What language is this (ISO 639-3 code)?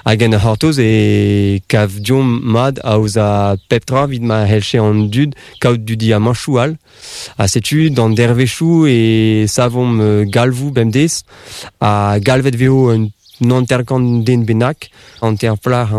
bre